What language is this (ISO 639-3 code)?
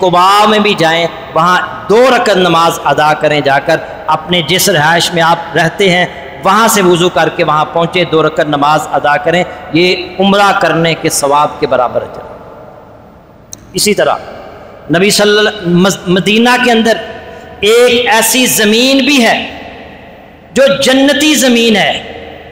urd